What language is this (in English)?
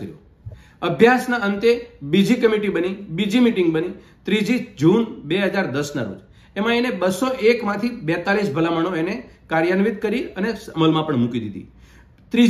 Gujarati